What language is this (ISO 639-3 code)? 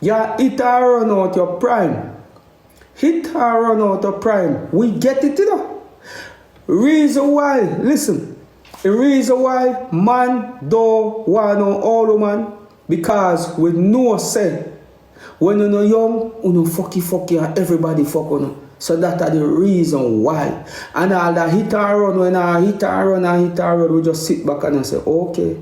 jam